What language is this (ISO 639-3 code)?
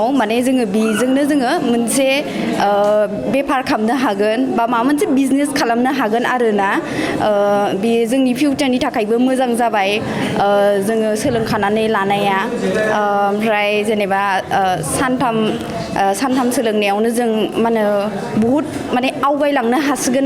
brx